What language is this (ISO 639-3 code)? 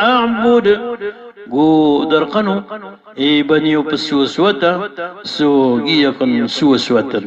mrw